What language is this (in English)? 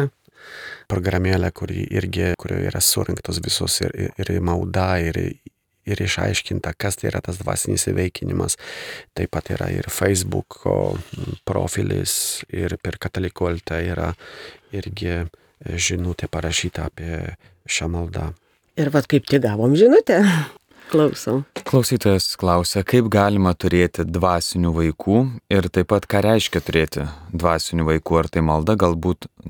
Lithuanian